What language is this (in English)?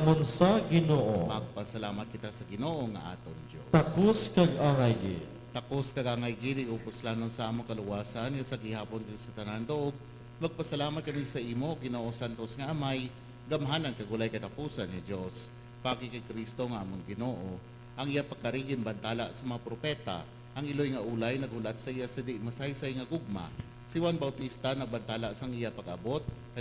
Hiligaynon